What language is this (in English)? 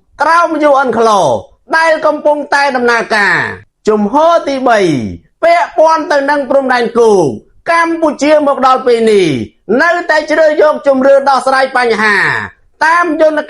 Khmer